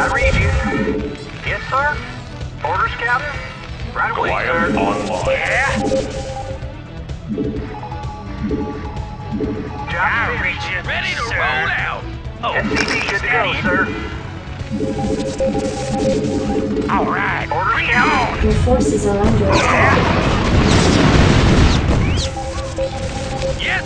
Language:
English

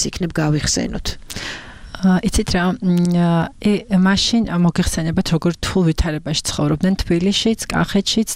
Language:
Georgian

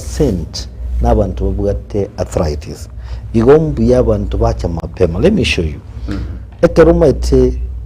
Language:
Gusii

